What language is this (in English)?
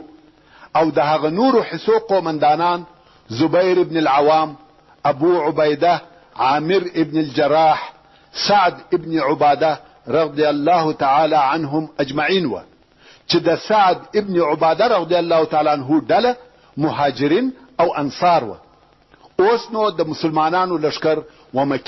Pashto